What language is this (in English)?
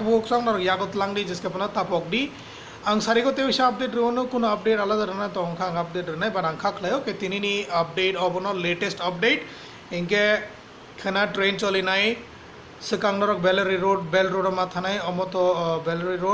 Kok Borok